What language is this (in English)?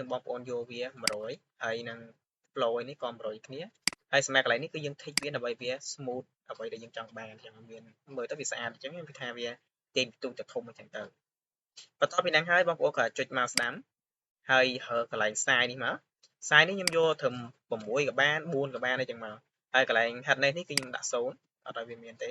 Khmer